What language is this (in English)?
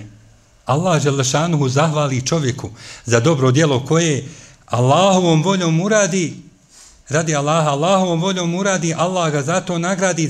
Bosnian